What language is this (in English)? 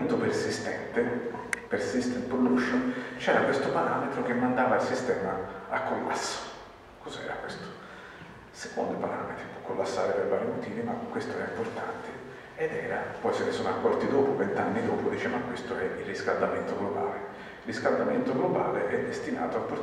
Italian